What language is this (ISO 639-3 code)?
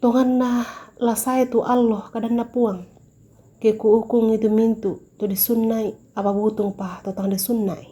sda